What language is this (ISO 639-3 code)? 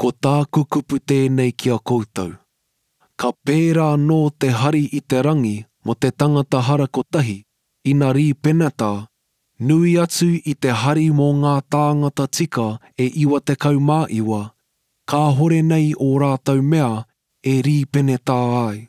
mri